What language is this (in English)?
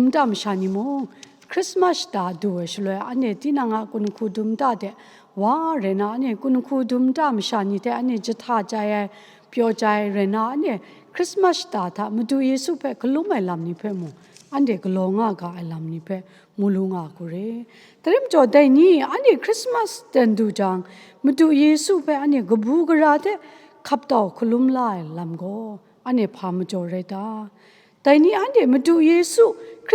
Kachin